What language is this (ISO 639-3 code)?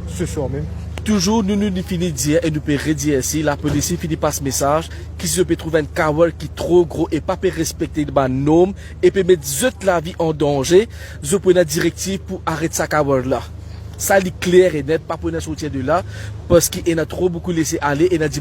mfe